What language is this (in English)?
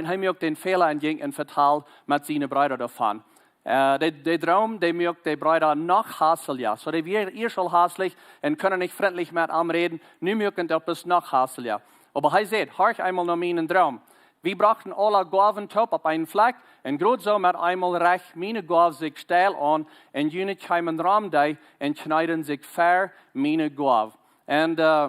Plautdietsch